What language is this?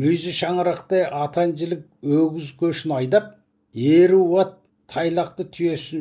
Kazakh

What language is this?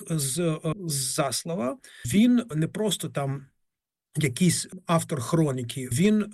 Ukrainian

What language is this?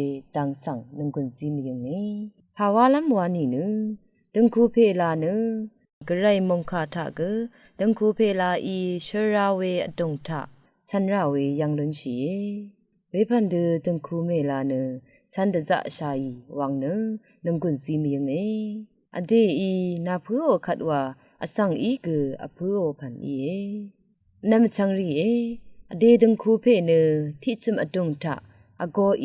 Rawang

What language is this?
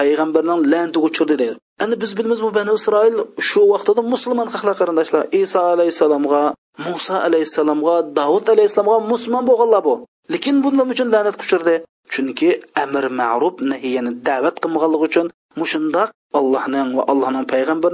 Uyghur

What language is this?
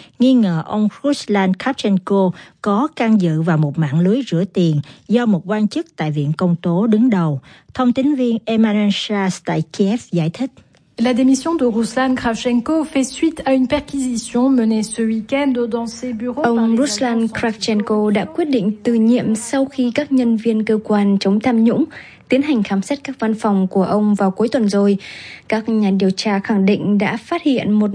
Vietnamese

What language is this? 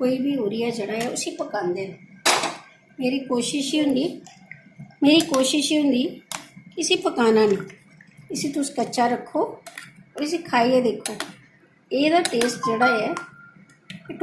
Dogri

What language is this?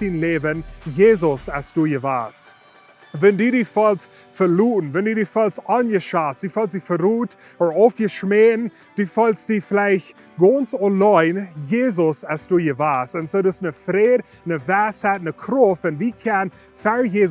Plautdietsch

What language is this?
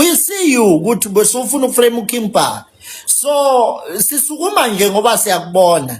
Zulu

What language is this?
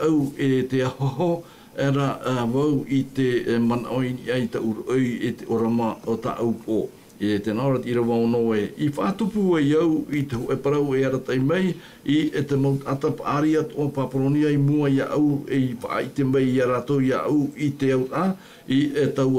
Tahitian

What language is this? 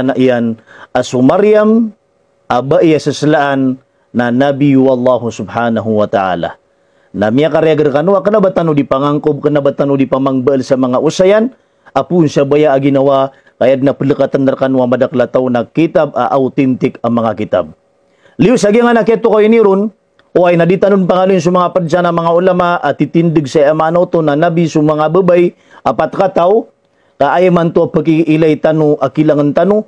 Maranao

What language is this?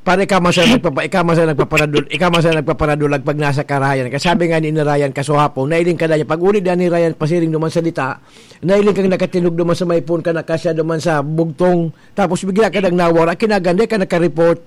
Bikol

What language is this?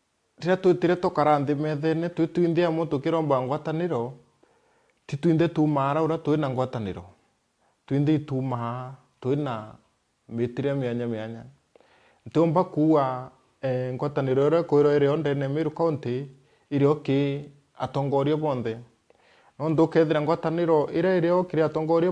Meru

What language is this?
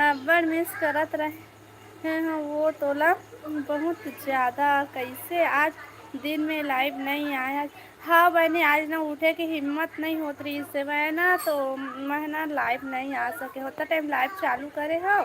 Chhattisgarhi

